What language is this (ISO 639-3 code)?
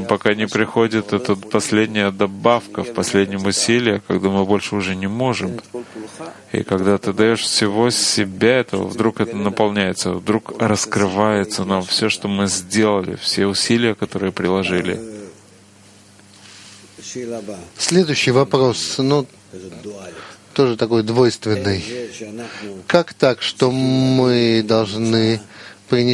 rus